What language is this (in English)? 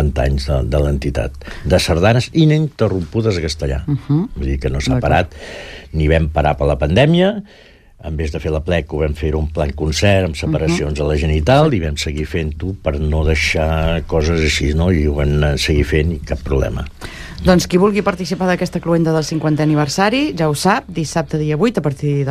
Catalan